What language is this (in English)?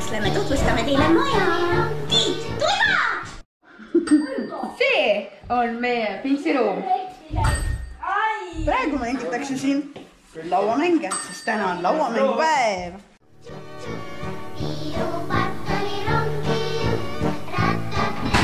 Estonian